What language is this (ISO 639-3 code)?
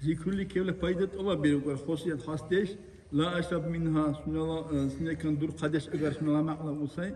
dar